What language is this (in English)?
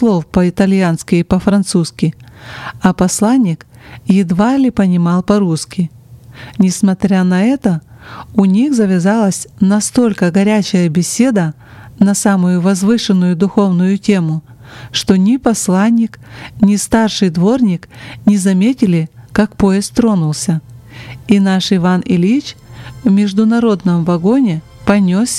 Russian